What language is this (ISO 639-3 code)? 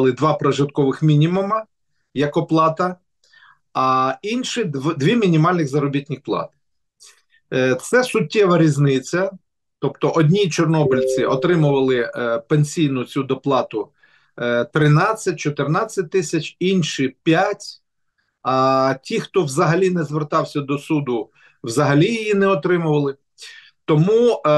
ukr